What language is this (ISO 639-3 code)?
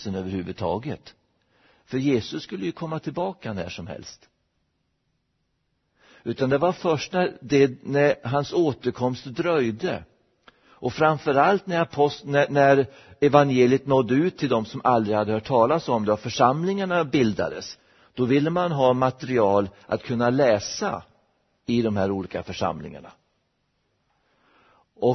swe